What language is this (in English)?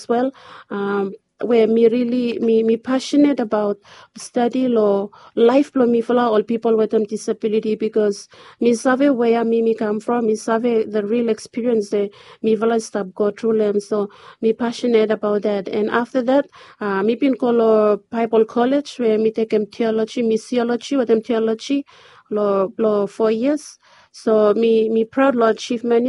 Bislama